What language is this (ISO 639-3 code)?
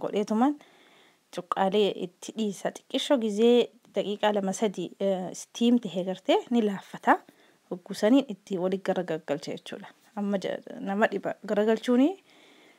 orm